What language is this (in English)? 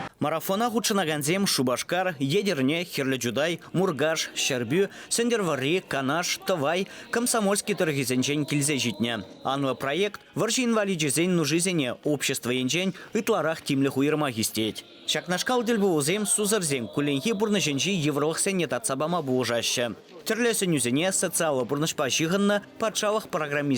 Chuvash